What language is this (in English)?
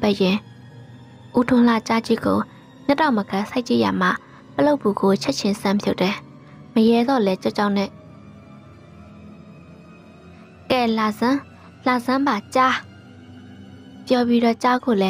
Burmese